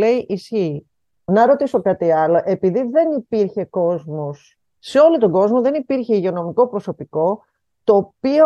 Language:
Greek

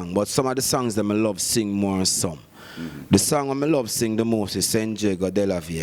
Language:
Jamaican Creole English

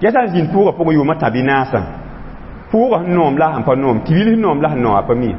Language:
Mossi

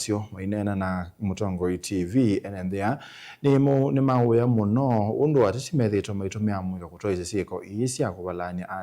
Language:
Kamba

